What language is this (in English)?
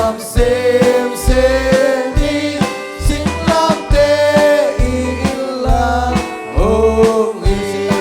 Tedim Chin